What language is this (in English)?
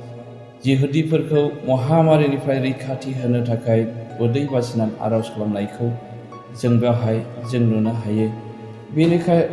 Bodo